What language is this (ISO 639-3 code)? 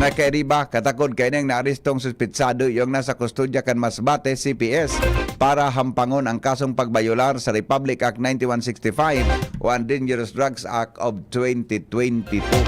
bik